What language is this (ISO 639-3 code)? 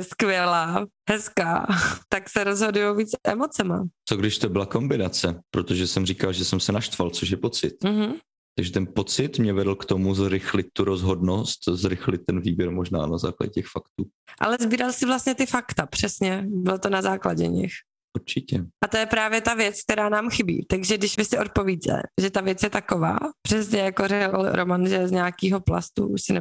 ces